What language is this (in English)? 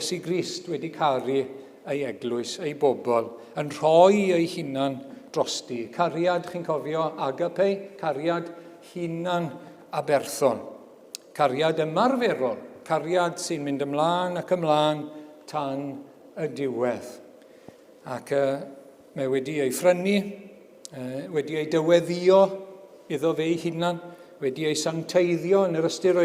Welsh